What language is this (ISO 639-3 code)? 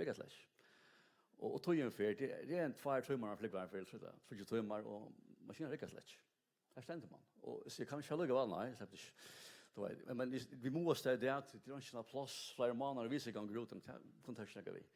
fao